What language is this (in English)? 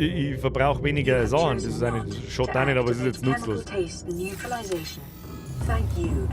Bavarian